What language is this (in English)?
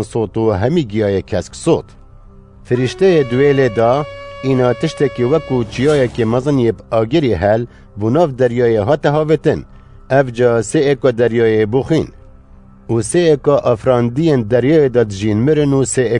Kurdish